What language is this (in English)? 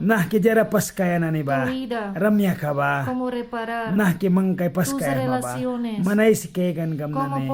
Mískito